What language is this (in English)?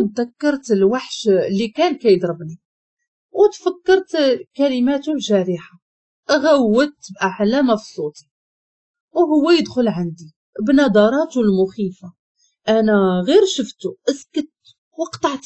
Moroccan Arabic